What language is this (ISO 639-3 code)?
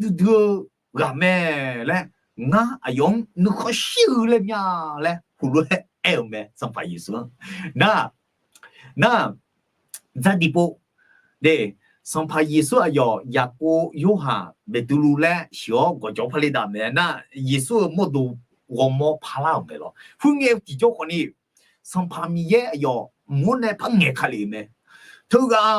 ahk